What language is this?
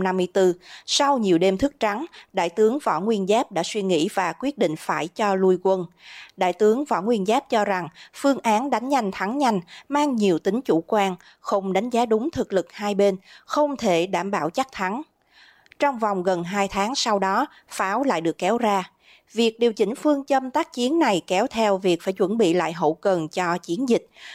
Vietnamese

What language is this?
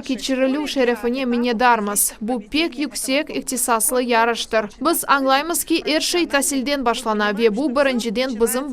Crimean Tatar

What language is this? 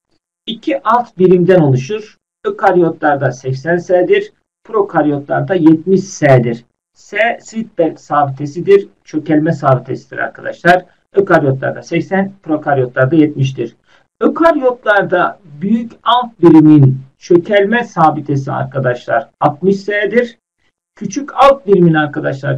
Turkish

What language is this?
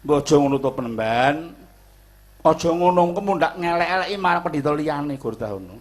Javanese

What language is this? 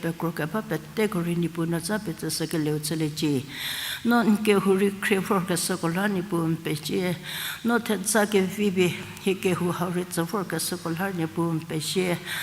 Angami Naga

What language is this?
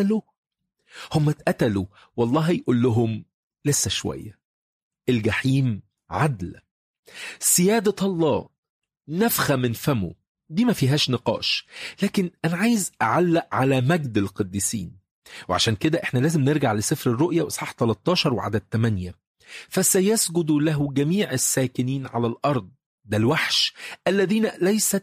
Egyptian Arabic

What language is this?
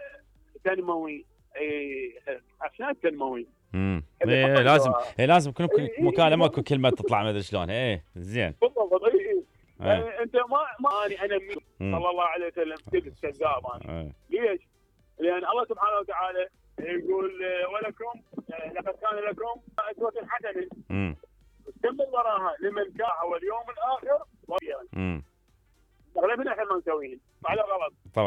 Mesopotamian Arabic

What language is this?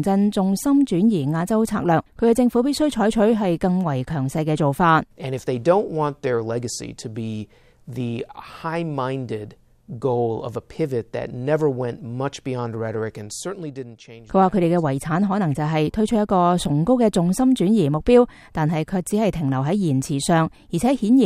Cantonese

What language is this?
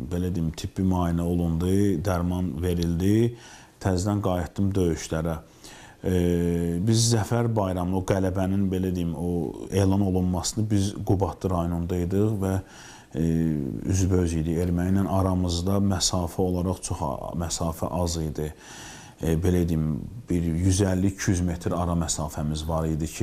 Azerbaijani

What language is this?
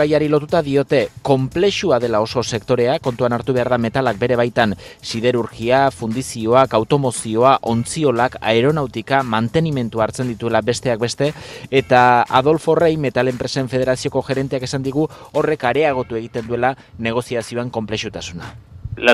Basque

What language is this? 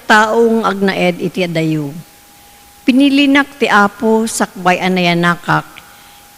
Iloko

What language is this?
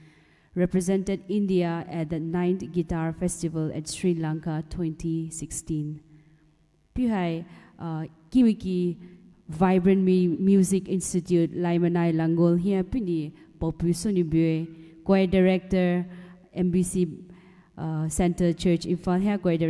Poumei Naga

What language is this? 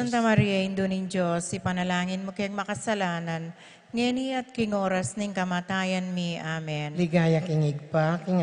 Pampanga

